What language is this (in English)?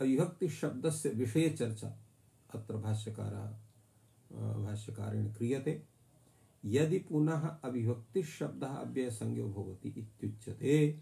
Sanskrit